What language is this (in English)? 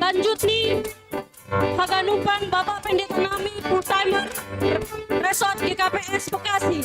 Batak Simalungun